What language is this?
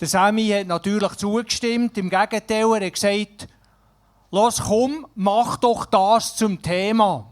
Swiss German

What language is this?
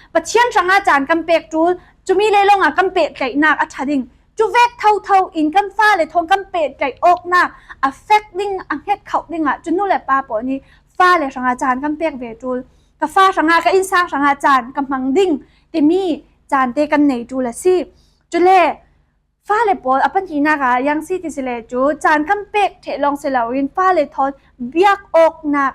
Falam Chin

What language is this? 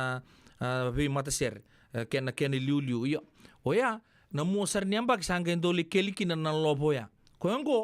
Fijian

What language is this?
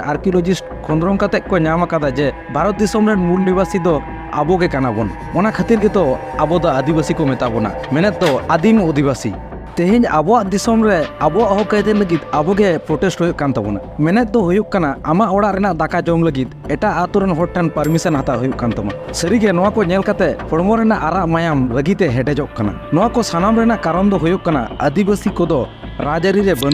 Santali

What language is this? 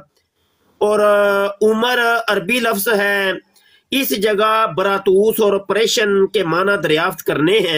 Urdu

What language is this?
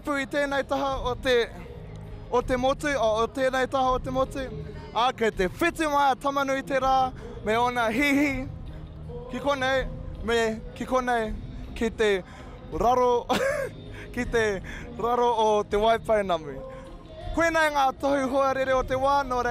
Māori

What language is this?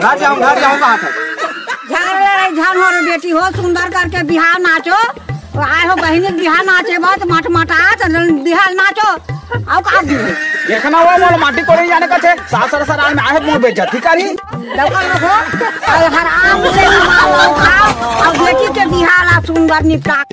Chhattisgarhi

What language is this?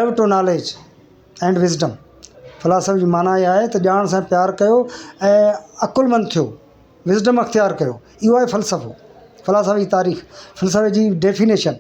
Sindhi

